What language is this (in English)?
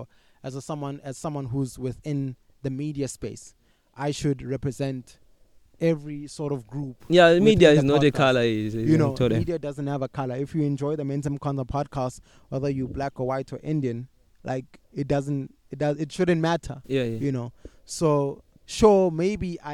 English